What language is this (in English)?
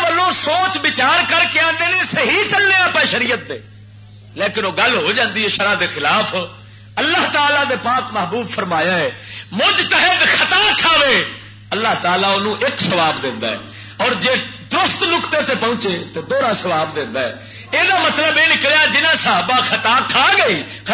Western Panjabi